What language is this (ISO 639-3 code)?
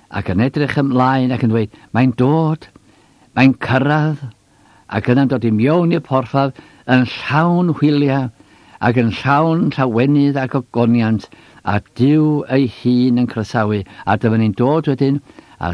cym